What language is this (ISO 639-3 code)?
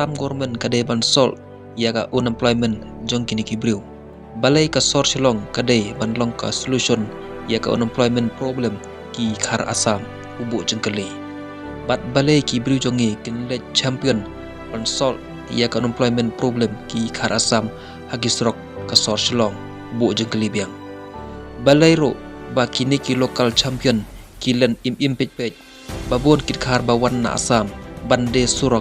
kha